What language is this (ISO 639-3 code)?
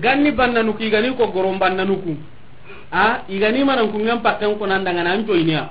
snk